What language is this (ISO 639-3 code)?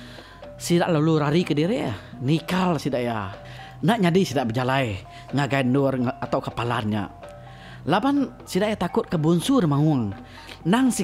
iba